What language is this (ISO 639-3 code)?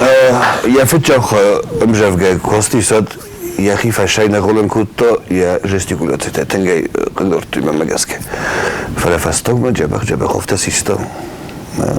oss